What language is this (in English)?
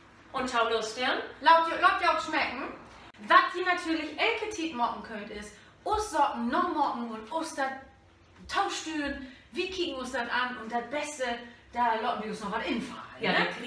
Low German